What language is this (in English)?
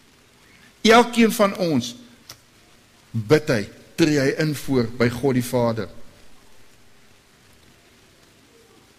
Afrikaans